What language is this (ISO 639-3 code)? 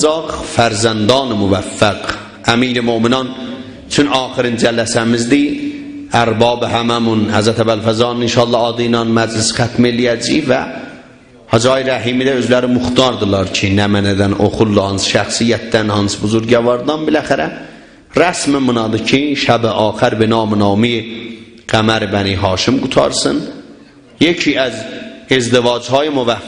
azb